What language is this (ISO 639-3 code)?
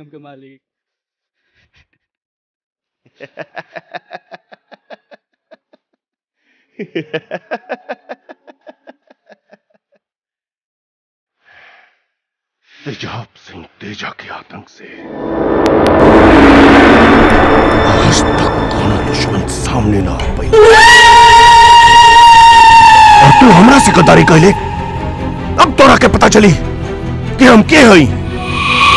bho